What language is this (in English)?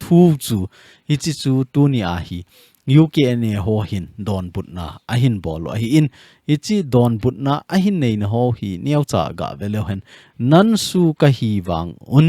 Thado Chin